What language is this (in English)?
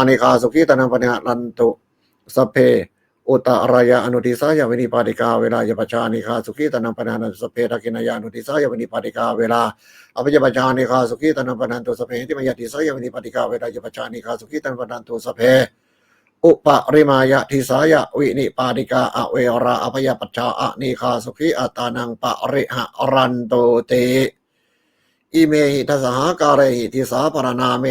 Pali